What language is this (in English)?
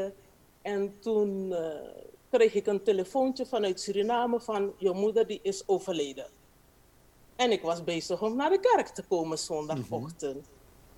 Dutch